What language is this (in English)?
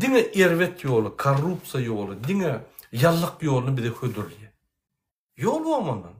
Turkmen